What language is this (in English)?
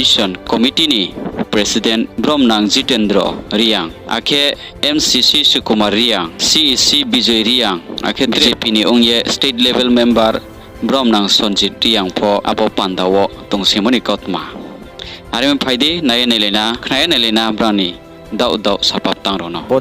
Riang (India)